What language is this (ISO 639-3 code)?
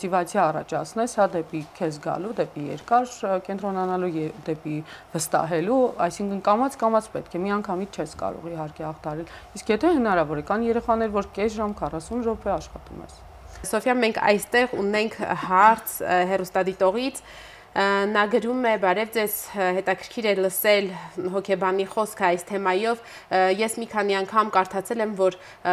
hye